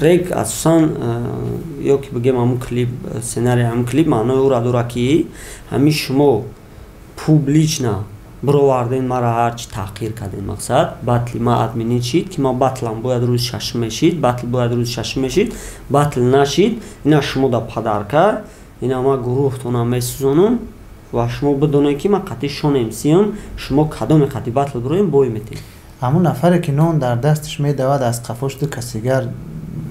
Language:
Tajik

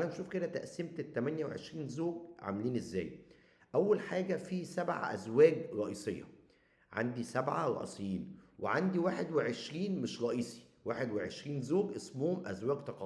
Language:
Egyptian Arabic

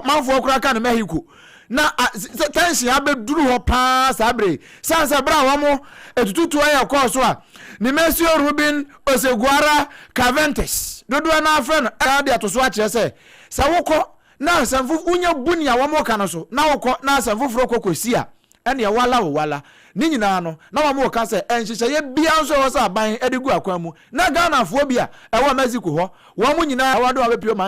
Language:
Akan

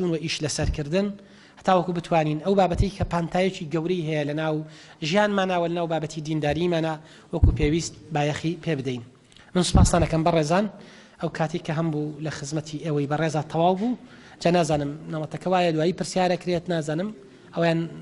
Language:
Central Kurdish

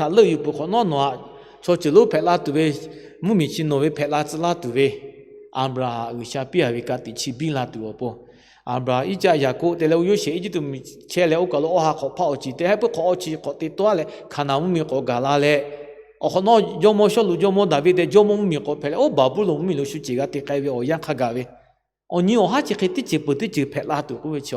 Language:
Lahu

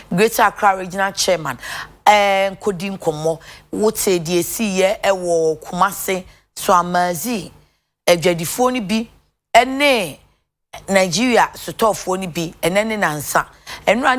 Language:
Akan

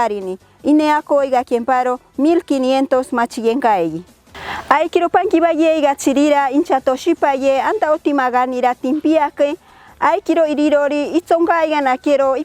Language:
Machiguenga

